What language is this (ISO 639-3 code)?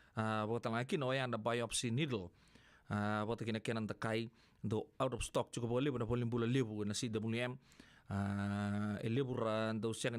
fij